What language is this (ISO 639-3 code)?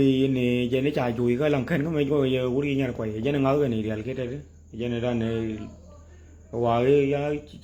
nus